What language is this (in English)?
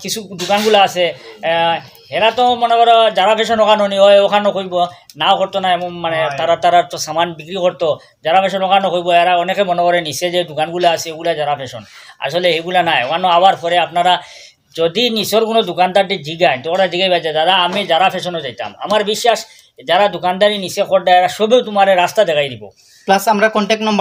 Sylheti